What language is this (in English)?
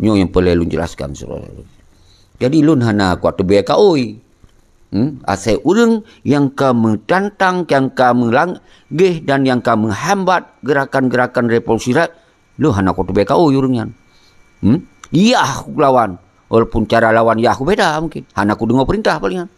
Achinese